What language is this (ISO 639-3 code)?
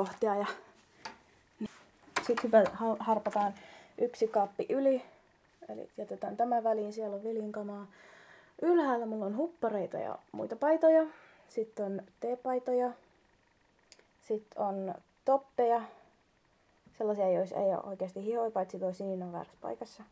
fin